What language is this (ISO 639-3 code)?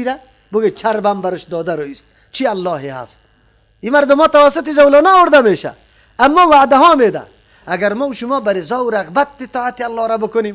fas